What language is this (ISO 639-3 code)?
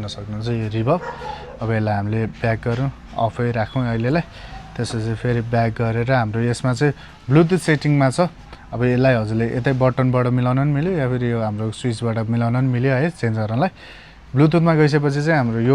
nep